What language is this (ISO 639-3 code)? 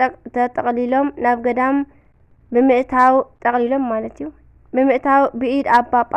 tir